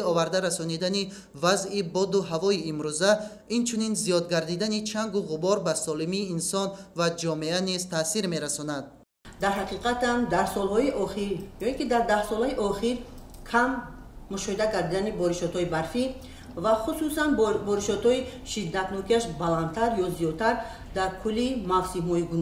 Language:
Tajik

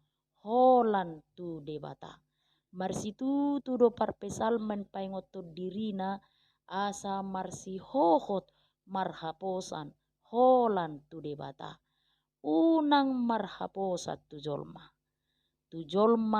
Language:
Batak Toba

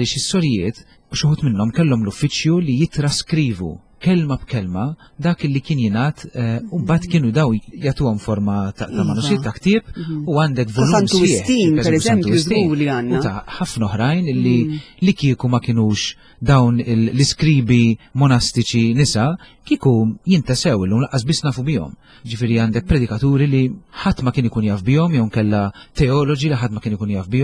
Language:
Maltese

